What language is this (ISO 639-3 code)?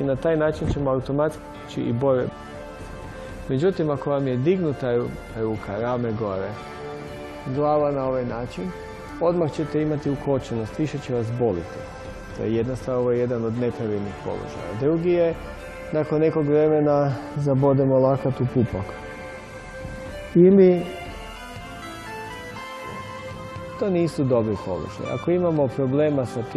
hrv